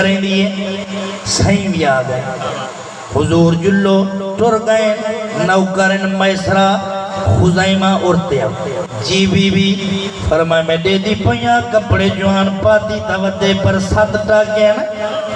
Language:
Saraiki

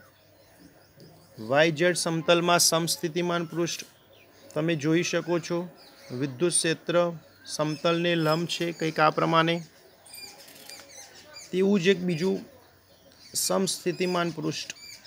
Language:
Gujarati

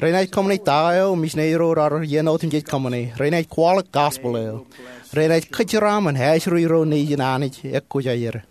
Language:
Marshallese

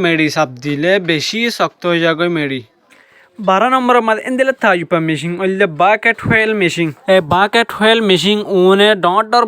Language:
Rohingya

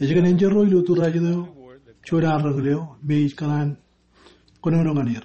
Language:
Marshallese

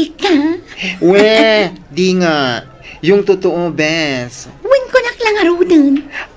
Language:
Iloko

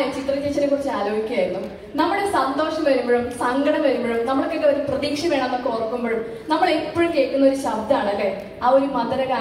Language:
Malayalam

